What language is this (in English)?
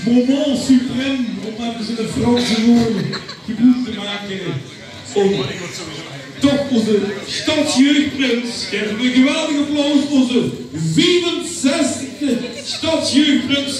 Limburgish